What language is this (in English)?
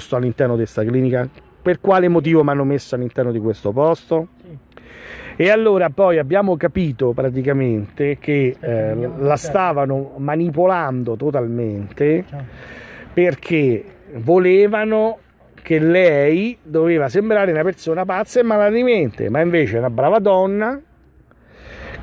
Italian